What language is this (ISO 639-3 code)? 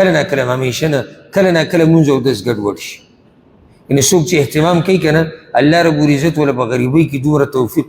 pus